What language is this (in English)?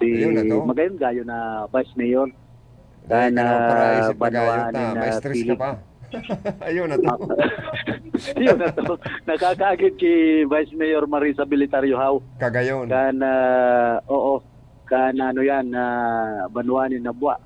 Bikol